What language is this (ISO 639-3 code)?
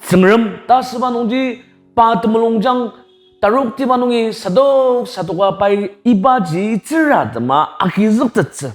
njo